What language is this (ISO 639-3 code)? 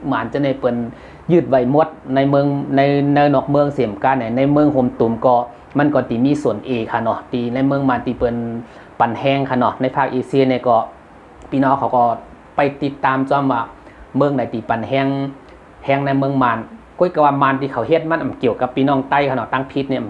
shn